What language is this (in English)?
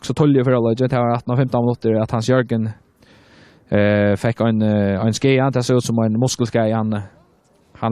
Faroese